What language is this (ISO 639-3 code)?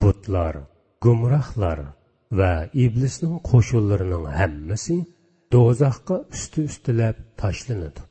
uig